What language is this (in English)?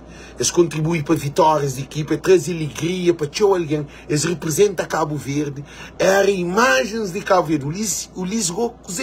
Kabuverdianu